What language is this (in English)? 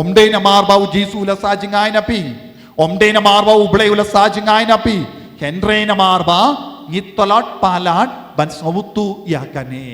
Khasi